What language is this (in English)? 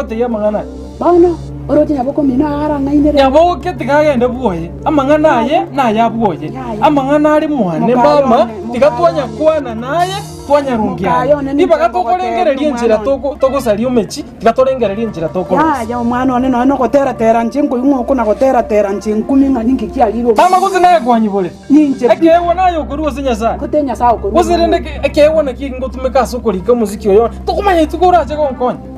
Gusii